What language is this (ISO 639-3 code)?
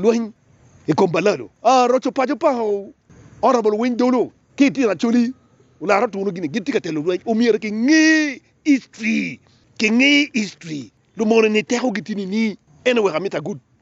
ach